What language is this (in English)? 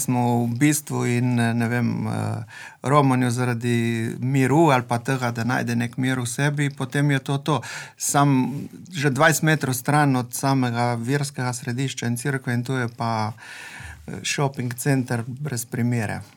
Slovenian